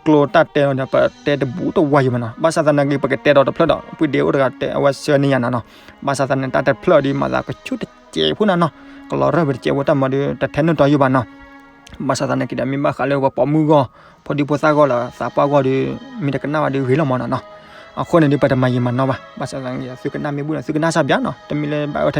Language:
S'gaw Karen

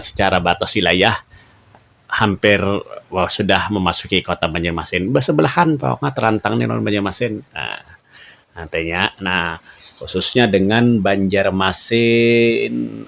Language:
Banjar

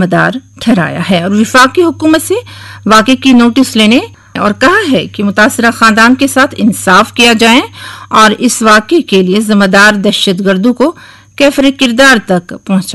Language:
Urdu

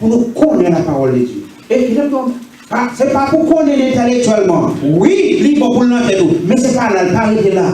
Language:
Haitian Creole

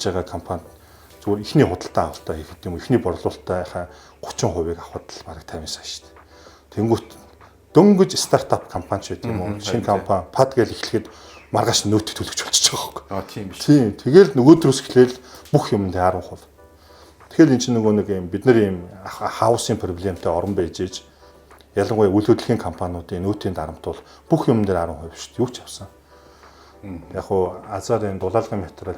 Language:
Mongolian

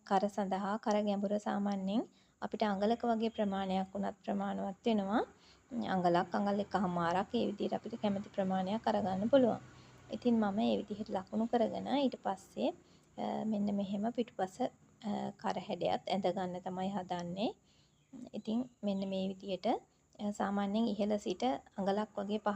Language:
Sinhala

